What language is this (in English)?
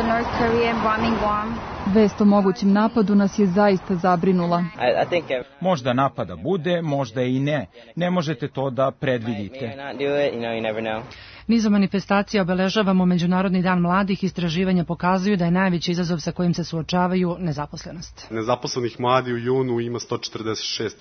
Serbian